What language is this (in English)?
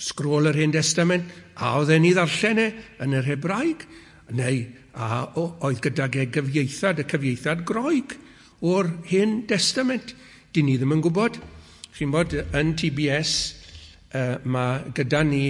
Welsh